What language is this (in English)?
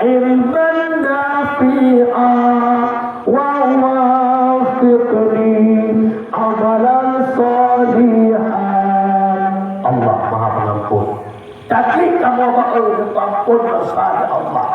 Achinese